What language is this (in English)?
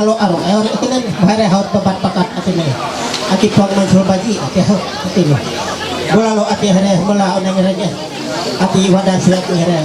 Ma'anyan